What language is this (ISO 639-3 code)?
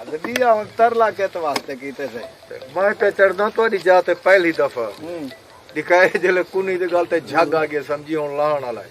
skr